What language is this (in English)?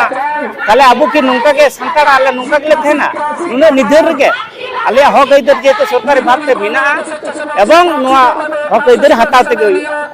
Santali